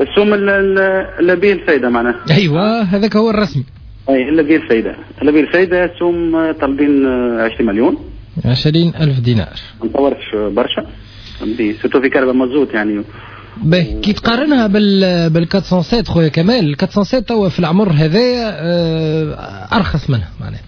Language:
Tunisian Arabic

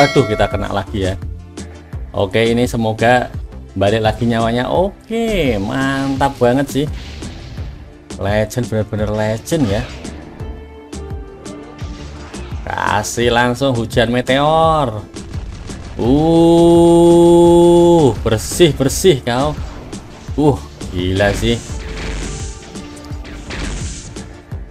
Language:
Indonesian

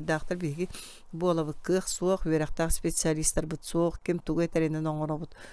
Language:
Yakut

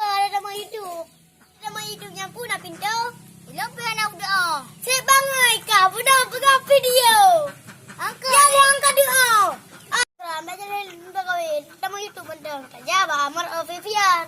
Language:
Achinese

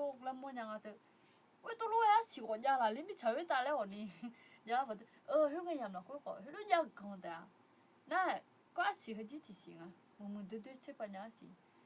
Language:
Akha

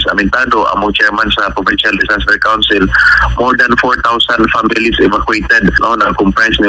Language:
Cebuano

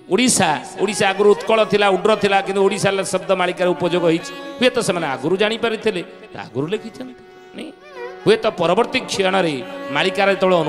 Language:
Odia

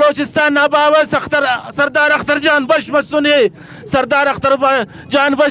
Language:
Brahui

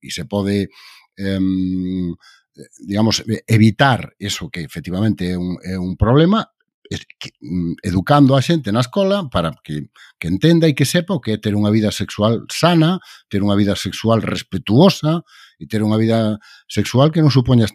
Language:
Galician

